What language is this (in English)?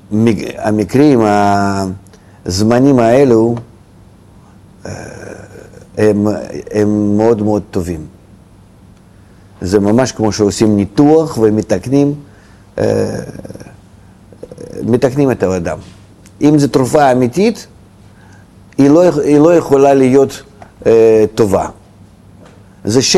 Hebrew